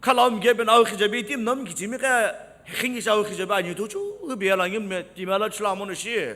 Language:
Sumi Naga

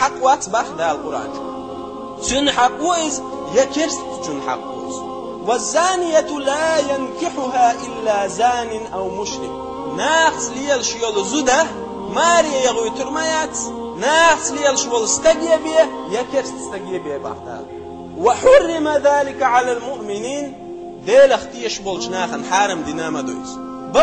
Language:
Chechen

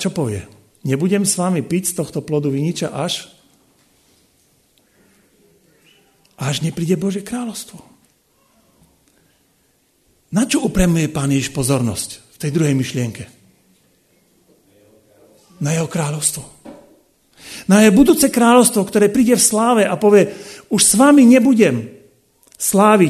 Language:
Slovak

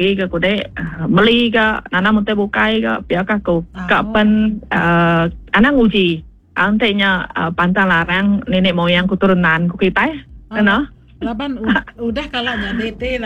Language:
Iban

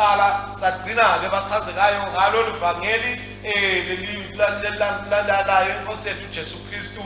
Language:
Swati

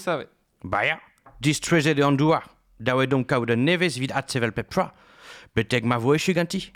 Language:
Breton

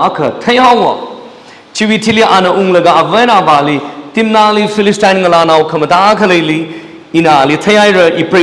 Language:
Tangkhul Naga (India)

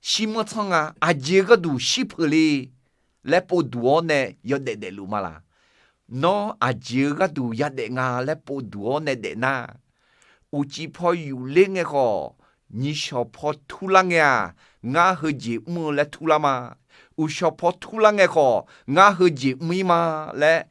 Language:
Akha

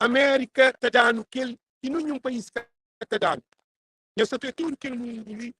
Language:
Kabuverdianu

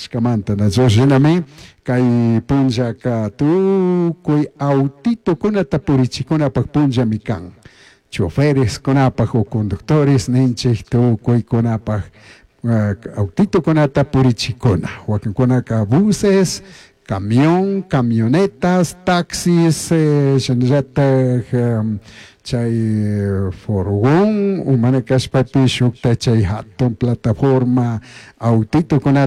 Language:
Chimborazo Highland Quichua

